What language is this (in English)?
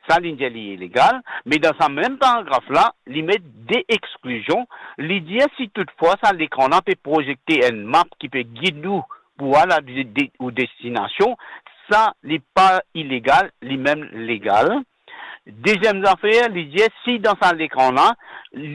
Morisyen